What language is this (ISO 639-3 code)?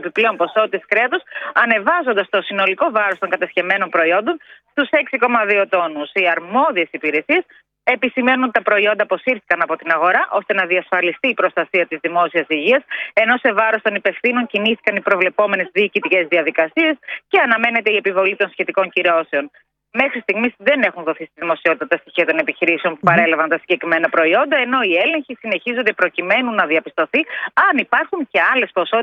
ell